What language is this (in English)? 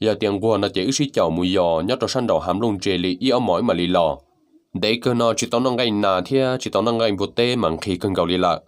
Hmong